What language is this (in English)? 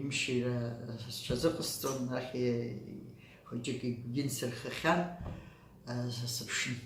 Abkhazian